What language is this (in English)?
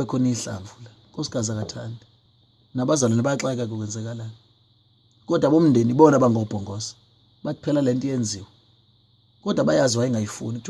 Zulu